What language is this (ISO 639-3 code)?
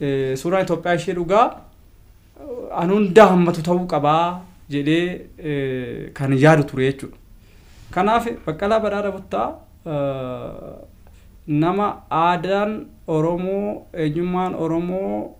orm